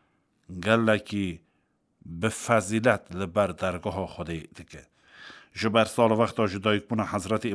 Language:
Kurdish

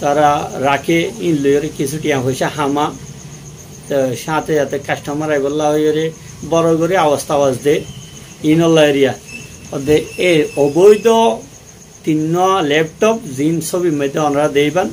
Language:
Rohingya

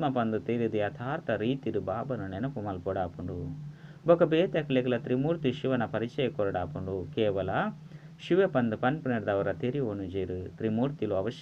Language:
Tulu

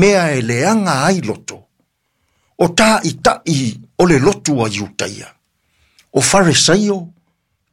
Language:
Samoan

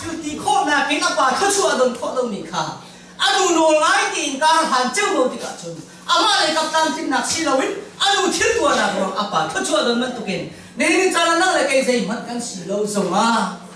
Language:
Hakha Chin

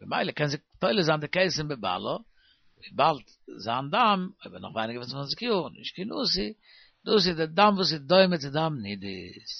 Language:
Yiddish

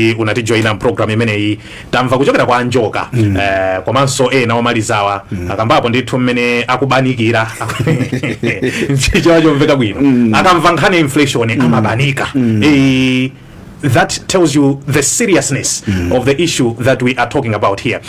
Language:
Nyanja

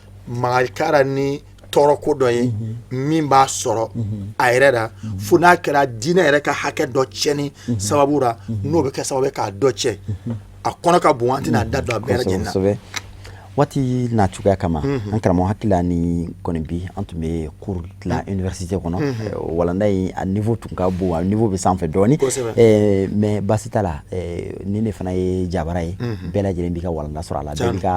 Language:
Bambara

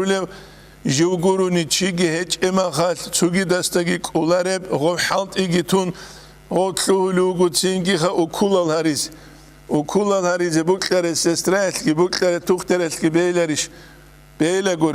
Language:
Avaric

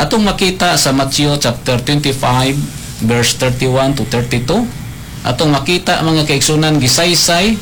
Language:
Cebuano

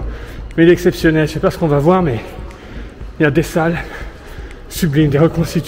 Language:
French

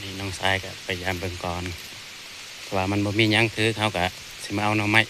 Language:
Northeastern Thai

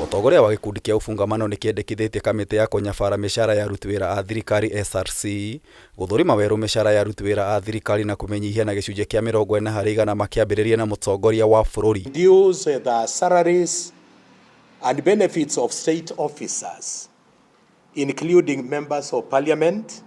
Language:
Kikuyu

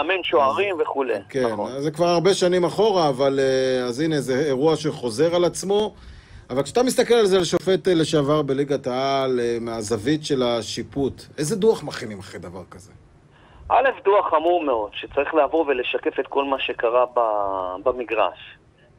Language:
Hebrew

